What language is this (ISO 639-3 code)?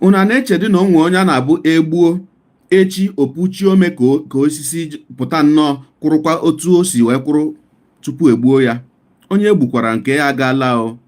ibo